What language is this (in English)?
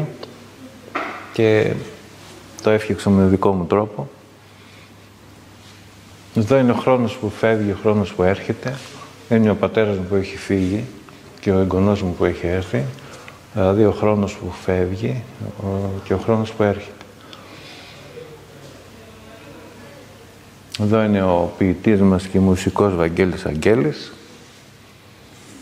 Greek